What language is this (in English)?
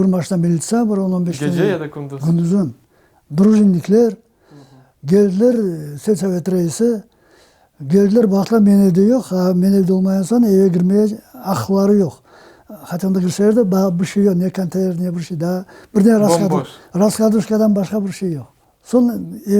Crimean Tatar